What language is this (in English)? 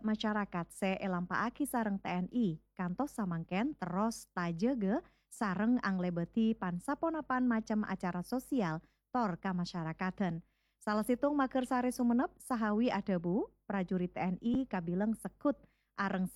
Madurese